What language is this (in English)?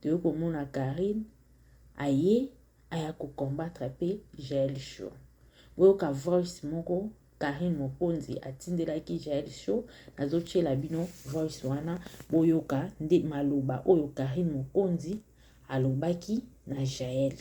Lingala